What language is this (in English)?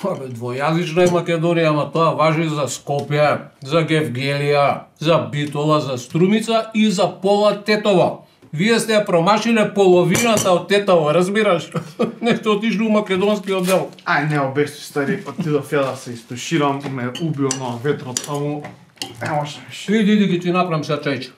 Macedonian